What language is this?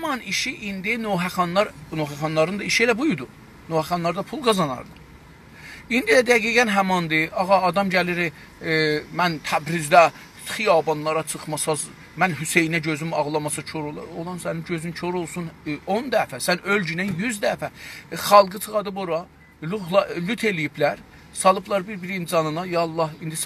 South Azerbaijani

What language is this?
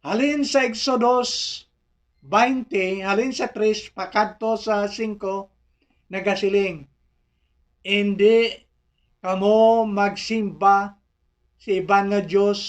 Hiligaynon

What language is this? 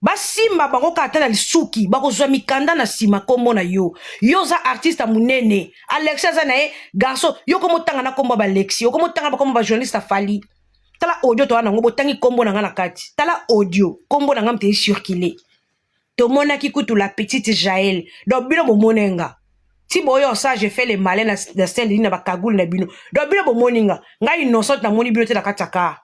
Lingala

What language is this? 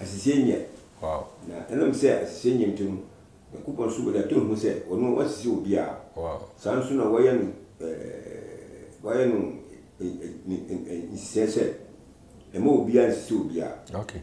Akan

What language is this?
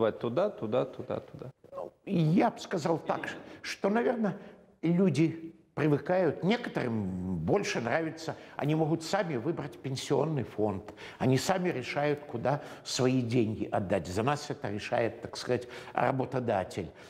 Russian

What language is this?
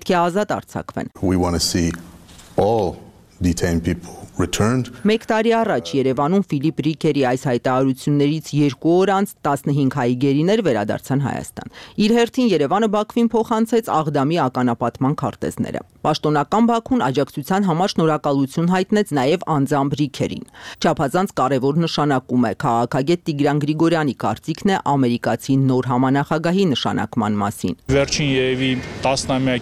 Armenian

